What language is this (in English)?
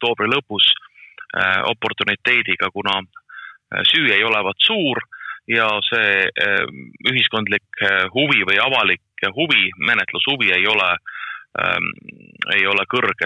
Estonian